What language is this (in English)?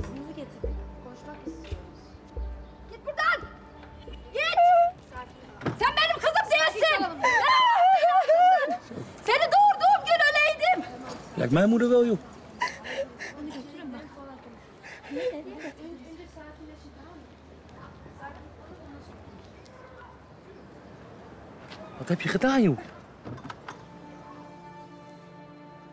Dutch